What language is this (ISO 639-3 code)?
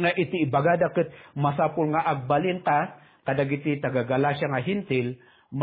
ilo